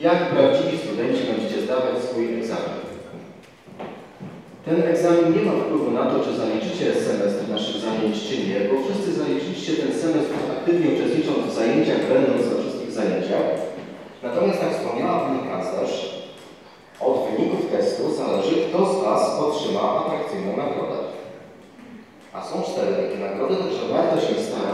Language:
Polish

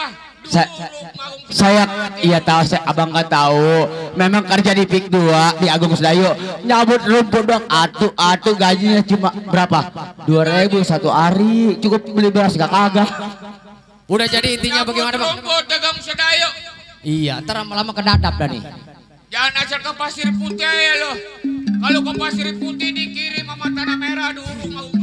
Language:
Betawi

